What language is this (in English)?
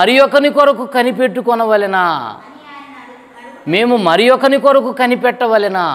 Telugu